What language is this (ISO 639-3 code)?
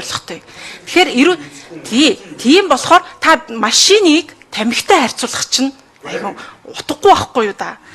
mon